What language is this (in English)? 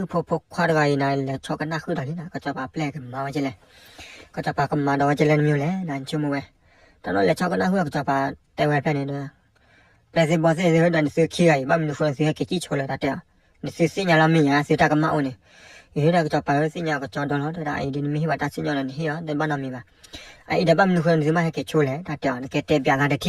S'gaw Karen